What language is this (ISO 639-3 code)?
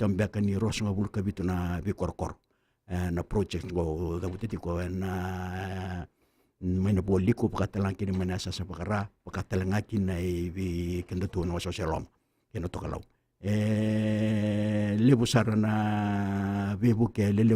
fij